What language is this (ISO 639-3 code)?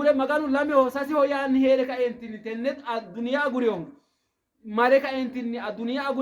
sid